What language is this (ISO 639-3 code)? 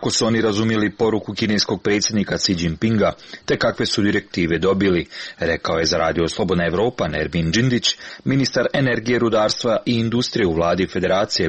srp